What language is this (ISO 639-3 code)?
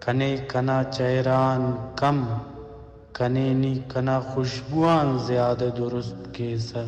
brh